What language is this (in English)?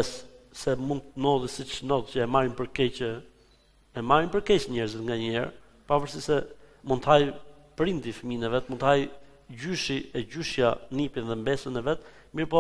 Albanian